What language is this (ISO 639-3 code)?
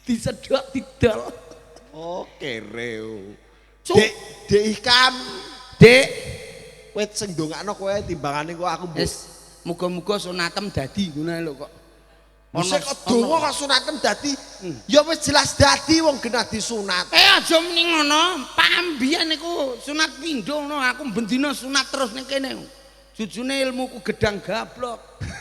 jav